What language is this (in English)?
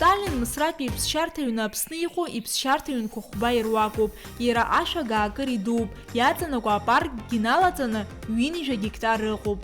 Abkhazian